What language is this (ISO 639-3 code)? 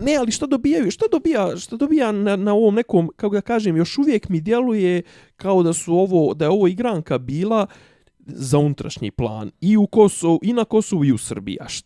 bos